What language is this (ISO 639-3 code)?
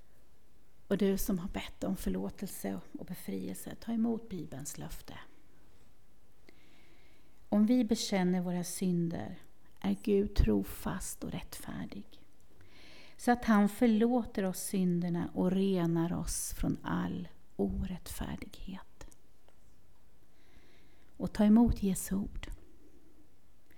swe